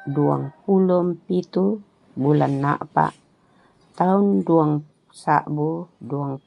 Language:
Toraja-Sa'dan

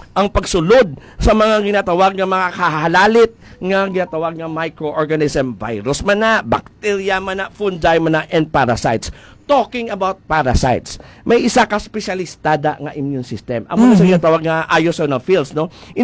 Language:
Hiligaynon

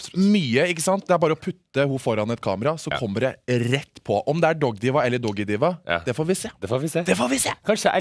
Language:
Norwegian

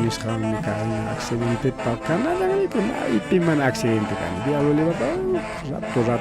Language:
Ayacucho Quechua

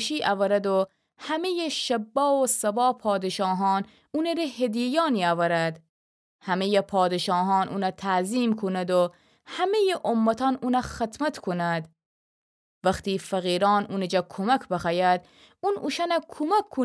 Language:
Gilaki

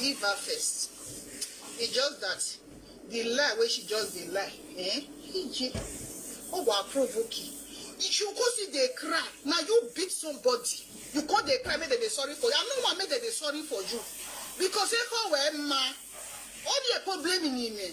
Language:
Nigerian Pidgin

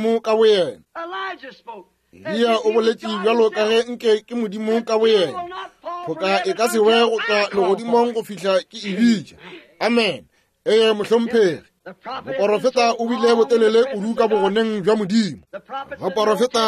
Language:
Northern Sotho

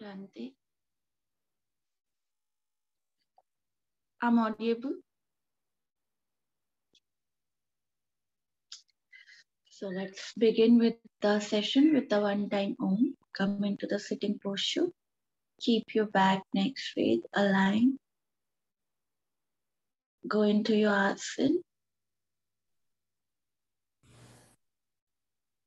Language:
English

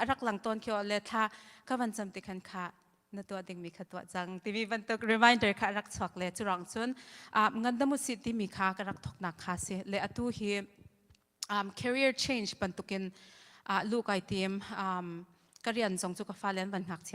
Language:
Hakha Chin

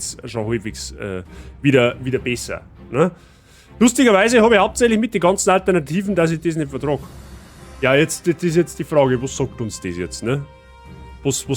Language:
Bavarian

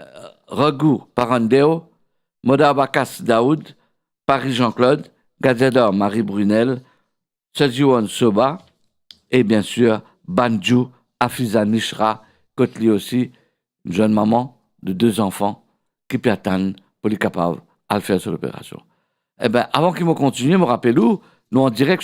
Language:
Morisyen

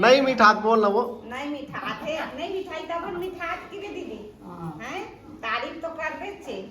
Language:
Chhattisgarhi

